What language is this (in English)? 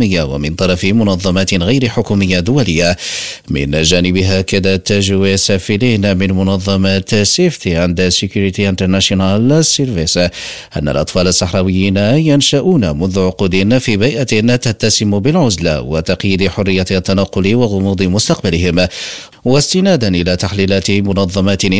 Arabic